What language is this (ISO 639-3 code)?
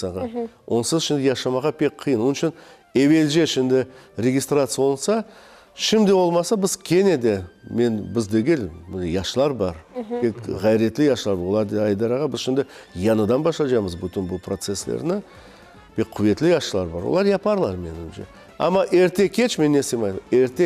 crh